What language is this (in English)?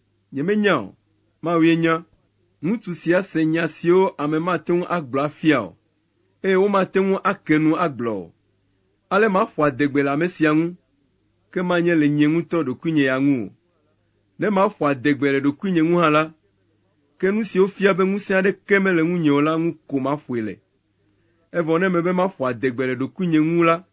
Ewe